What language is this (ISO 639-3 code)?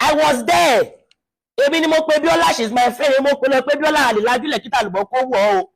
yor